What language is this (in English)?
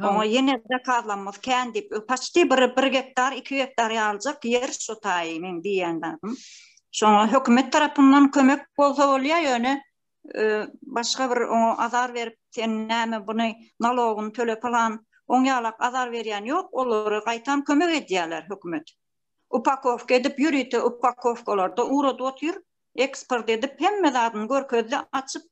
Turkmen